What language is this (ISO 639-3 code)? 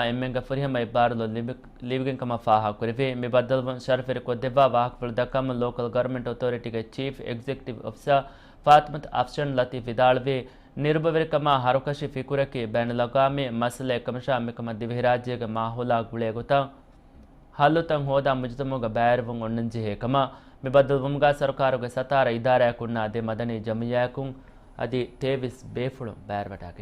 div